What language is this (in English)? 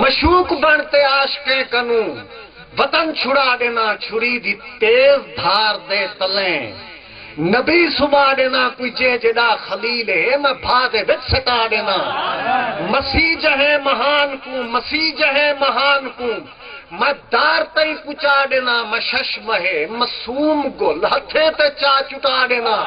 Saraiki